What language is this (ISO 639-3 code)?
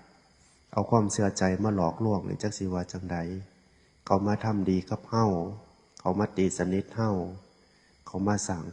tts